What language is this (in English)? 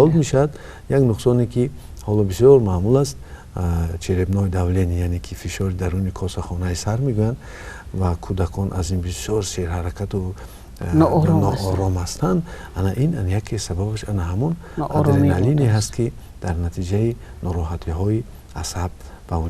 Tajik